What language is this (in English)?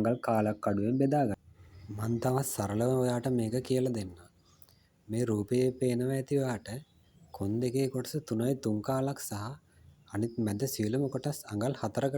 Sinhala